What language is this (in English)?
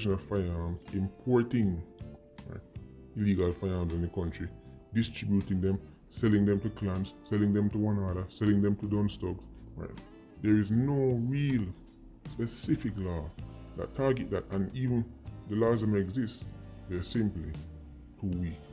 Jamaican Creole English